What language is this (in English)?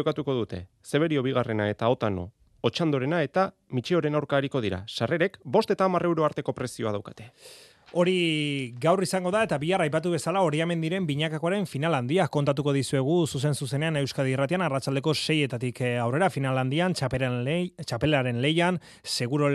Basque